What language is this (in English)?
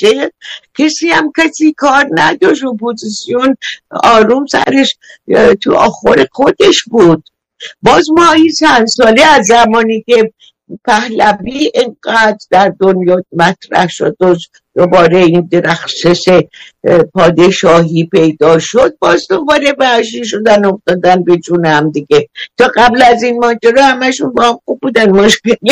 Persian